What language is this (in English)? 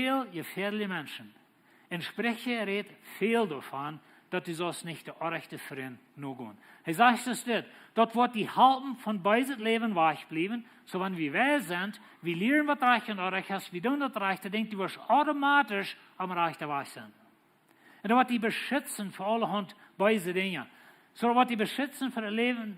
Plautdietsch